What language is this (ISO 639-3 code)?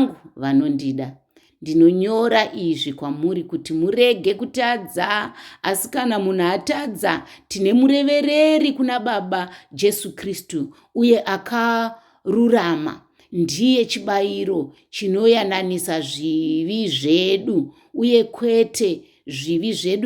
sna